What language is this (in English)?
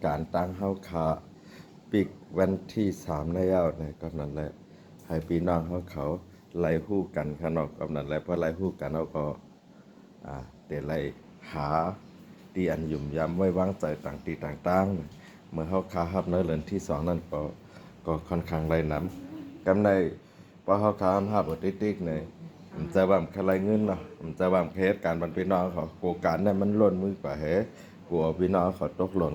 Shan